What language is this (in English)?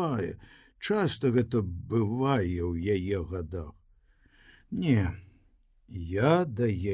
Belarusian